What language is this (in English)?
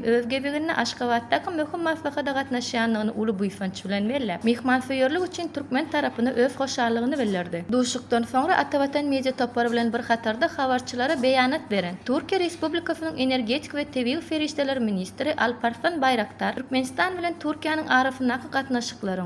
Turkmen